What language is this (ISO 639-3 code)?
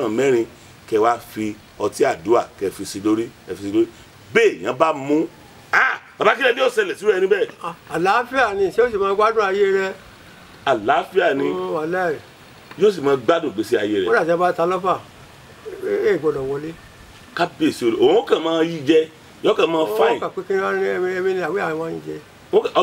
yor